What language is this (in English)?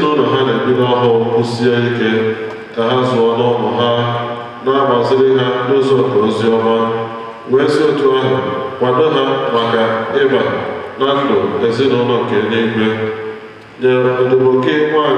Igbo